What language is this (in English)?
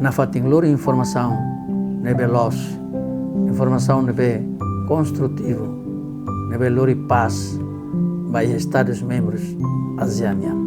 Tetum